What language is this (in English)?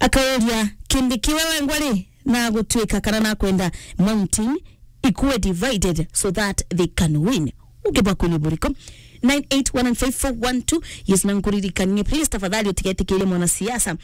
Meru